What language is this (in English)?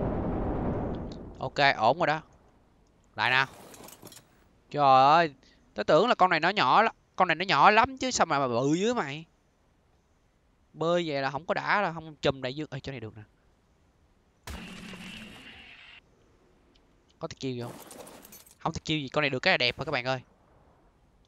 Vietnamese